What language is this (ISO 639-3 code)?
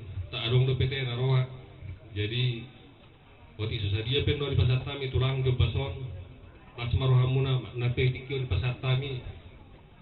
bbc